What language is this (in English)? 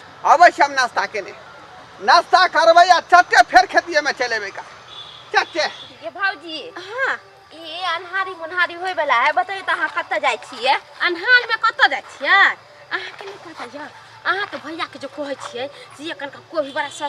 Maithili